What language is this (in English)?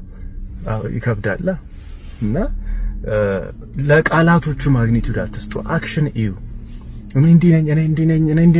Amharic